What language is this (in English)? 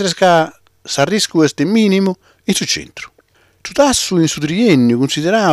Sardinian